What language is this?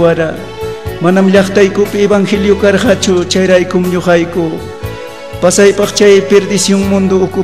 Ayacucho Quechua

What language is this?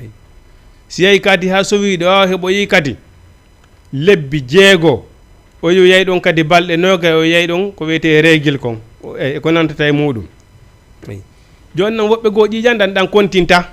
Fula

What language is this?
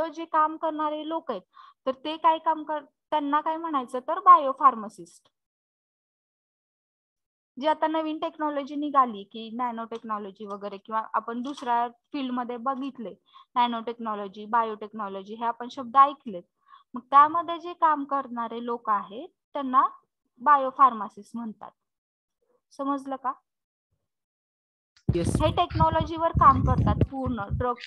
Marathi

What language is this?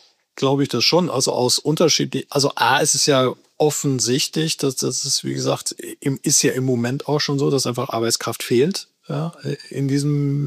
German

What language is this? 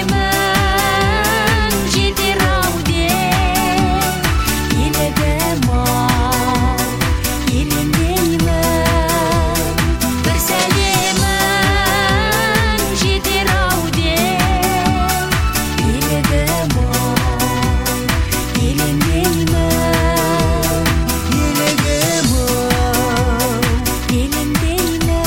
Kazakh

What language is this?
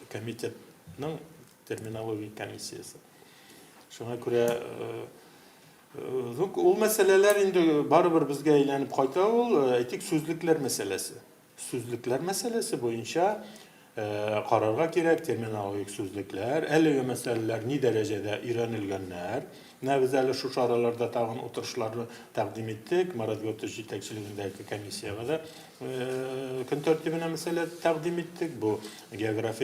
Tatar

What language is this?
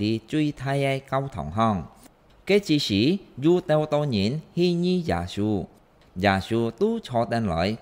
Hakka Chinese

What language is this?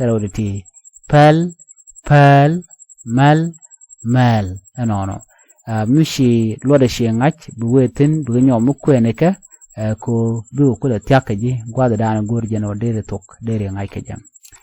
Nuer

